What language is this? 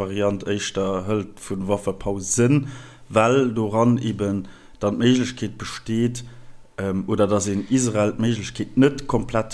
Luxembourgish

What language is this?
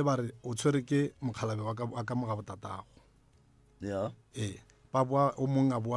Northern Sotho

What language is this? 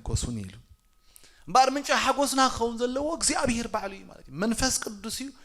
Tigrinya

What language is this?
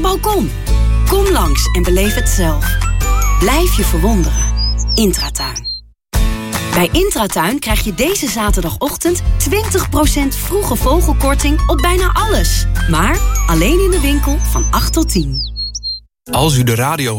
Dutch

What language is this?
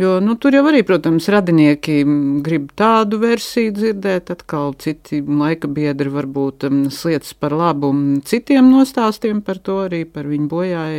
Latvian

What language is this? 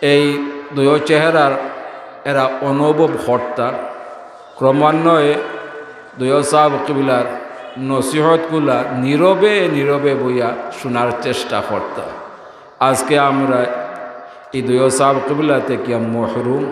Sylheti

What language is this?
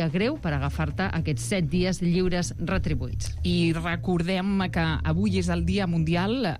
Catalan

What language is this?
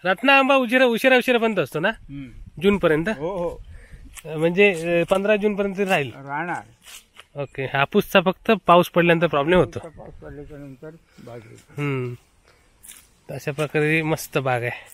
Marathi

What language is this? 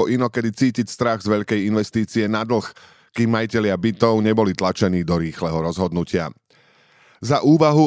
Slovak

